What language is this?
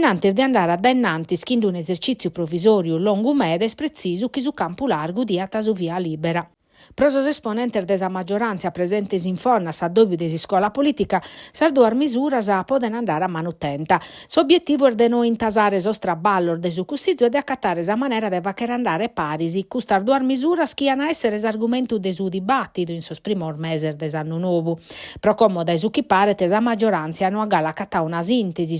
Sardinian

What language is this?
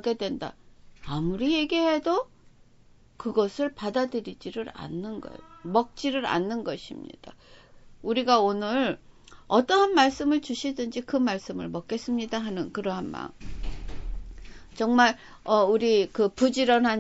Korean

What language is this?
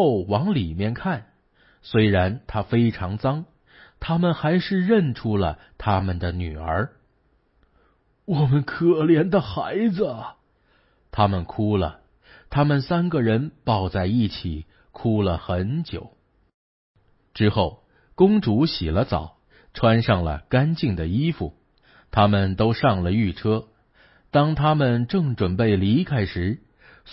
Chinese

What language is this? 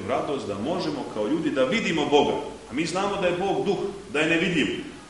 Serbian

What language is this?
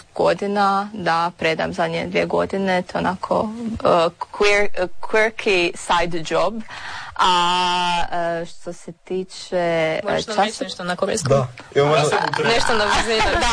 Croatian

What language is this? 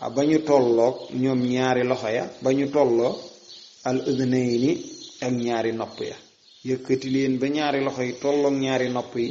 Wolof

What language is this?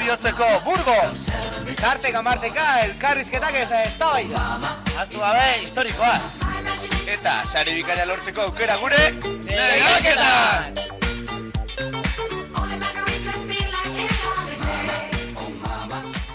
Basque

